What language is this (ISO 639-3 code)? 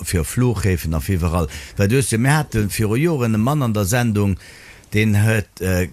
ltz